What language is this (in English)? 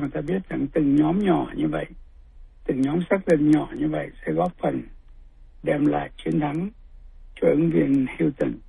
Vietnamese